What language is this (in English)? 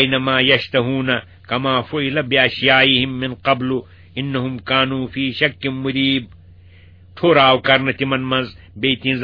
Kashmiri